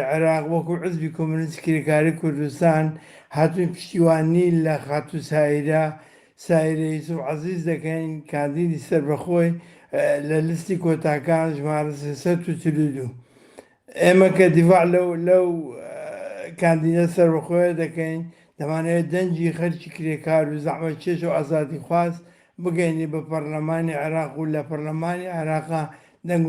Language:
Central Kurdish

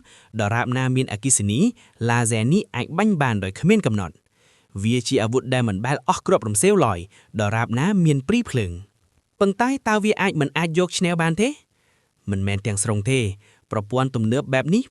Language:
Khmer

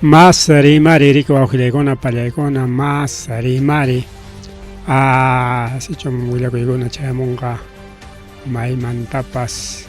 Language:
Ayacucho Quechua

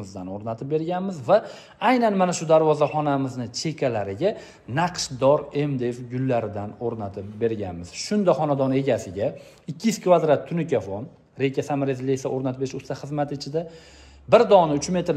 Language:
Uzbek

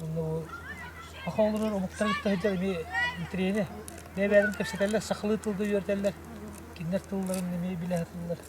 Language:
Yakut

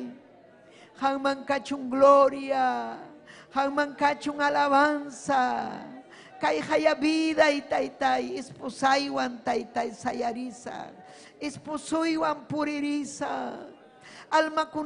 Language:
Ayacucho Quechua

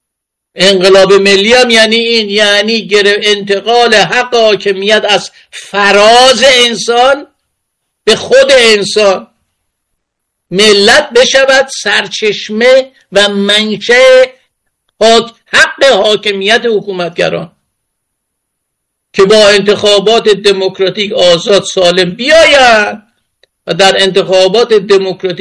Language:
Persian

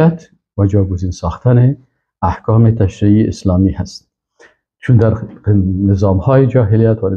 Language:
Persian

